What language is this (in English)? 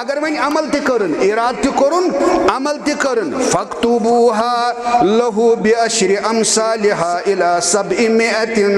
Kashmiri